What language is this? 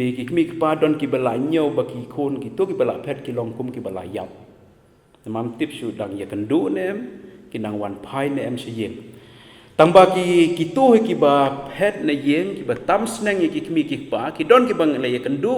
Khasi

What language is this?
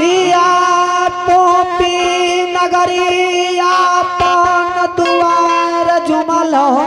Angika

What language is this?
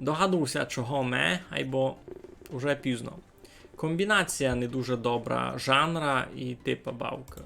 Rusyn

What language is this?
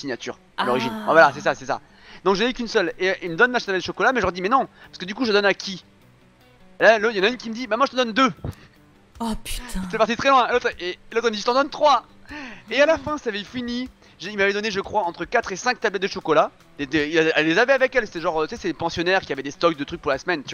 French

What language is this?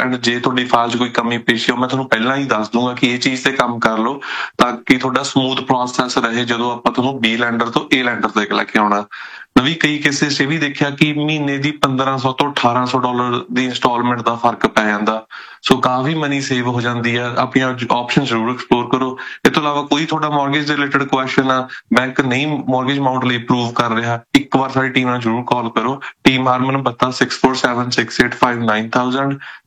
Punjabi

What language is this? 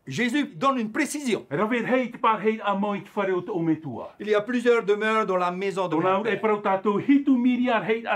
Tahitian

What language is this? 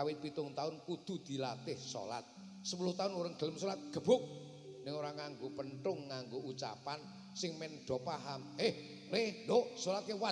Javanese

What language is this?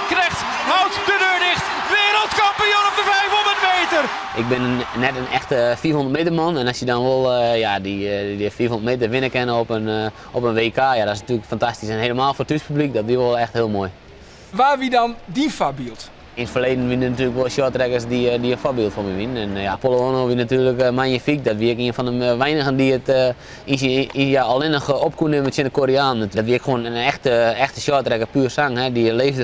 Western Frisian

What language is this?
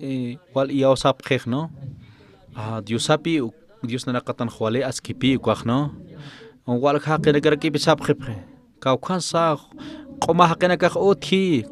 Aymara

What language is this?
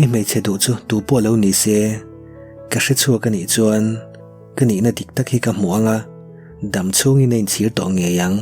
Mizo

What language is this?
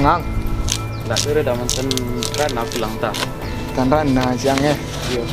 Minangkabau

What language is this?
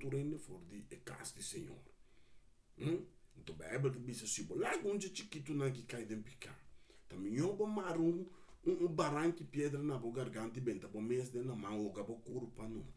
Papiamento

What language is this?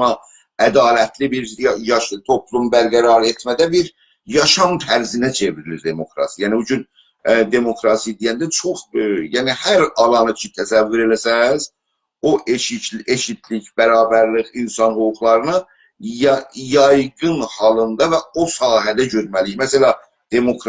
South Azerbaijani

